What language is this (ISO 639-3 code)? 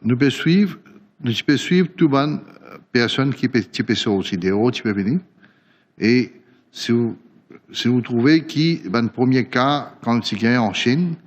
mfe